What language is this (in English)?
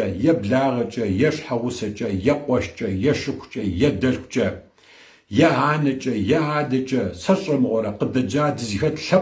Kabardian